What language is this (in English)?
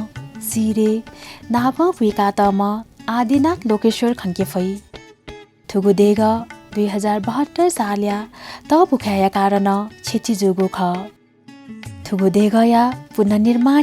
Newari